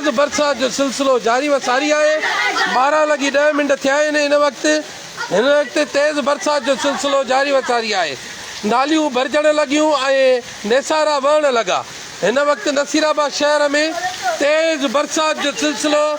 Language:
Sindhi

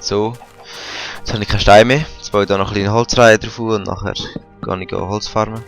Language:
Swiss German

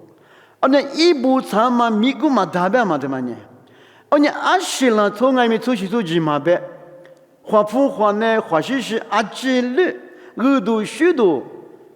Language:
Lisu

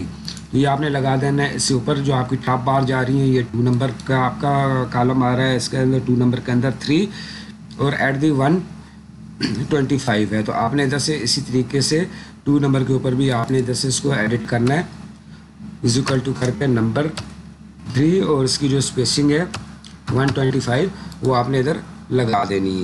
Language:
Urdu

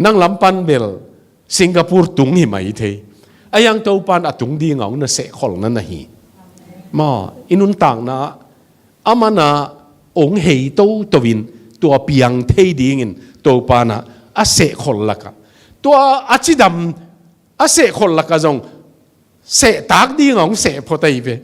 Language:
Tedim Chin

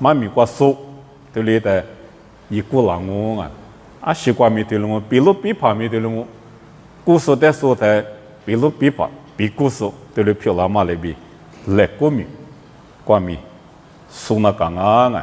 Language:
Lisu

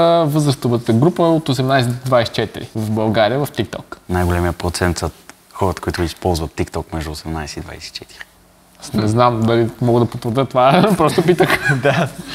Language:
Bulgarian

